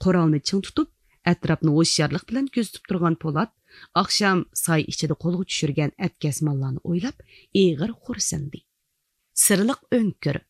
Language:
Uyghur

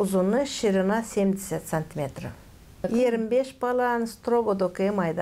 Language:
Gagauz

